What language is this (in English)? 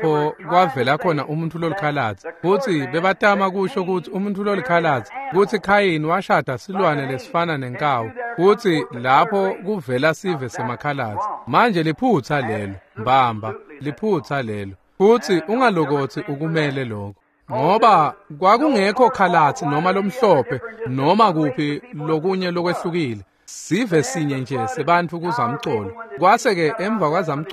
Swati